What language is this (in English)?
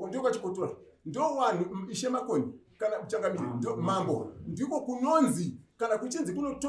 Shona